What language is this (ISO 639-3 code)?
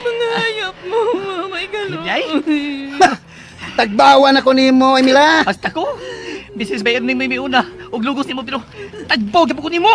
ceb